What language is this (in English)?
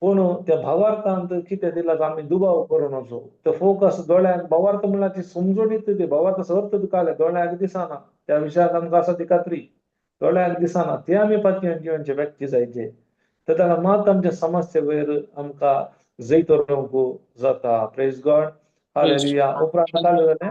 Konkani